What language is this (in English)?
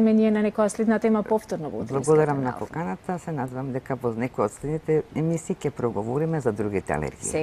Macedonian